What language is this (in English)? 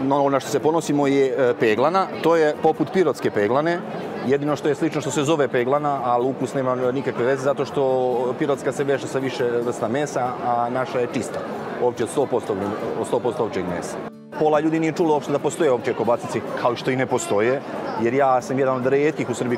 Serbian